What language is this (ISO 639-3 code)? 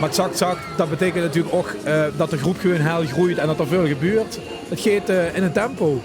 lim